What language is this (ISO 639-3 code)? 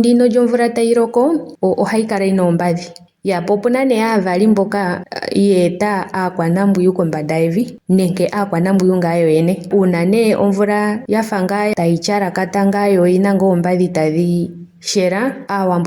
ndo